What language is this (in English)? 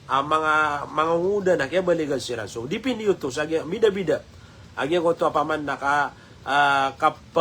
Maranao